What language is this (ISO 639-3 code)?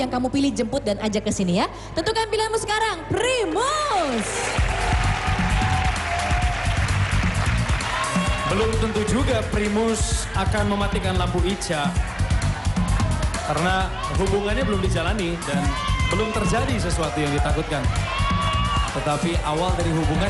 ind